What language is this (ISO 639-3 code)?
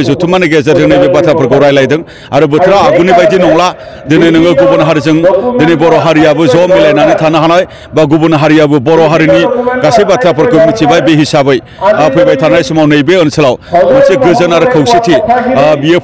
brx